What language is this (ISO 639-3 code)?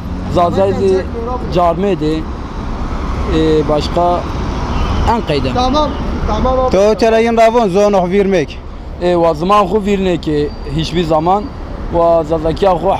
zza